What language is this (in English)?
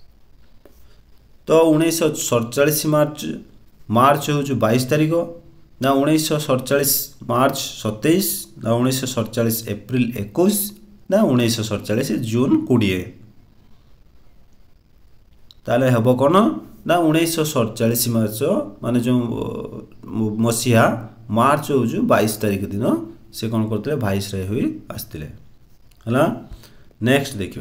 Odia